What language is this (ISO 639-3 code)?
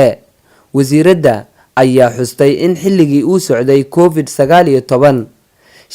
som